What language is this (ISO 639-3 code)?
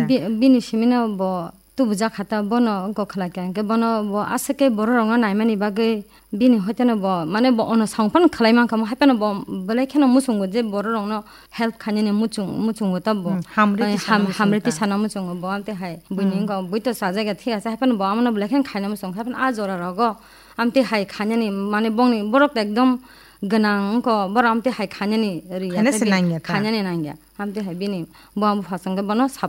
trp